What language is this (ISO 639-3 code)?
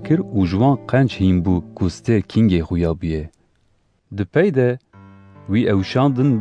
kur